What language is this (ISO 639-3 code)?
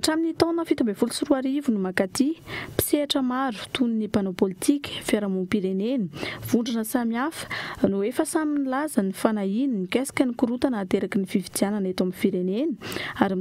mlg